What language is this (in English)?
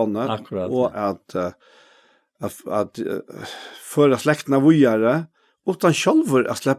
Faroese